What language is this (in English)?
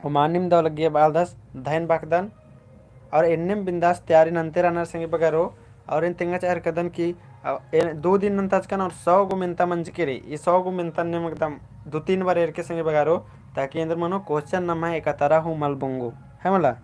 Kurukh